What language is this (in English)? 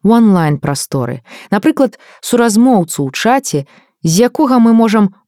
Belarusian